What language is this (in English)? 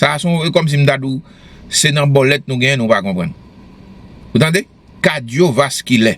Haitian Creole